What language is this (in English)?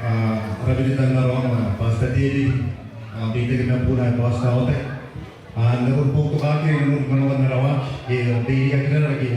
Gilbertese